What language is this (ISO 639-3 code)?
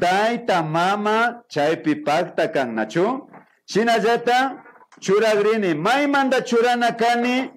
qvi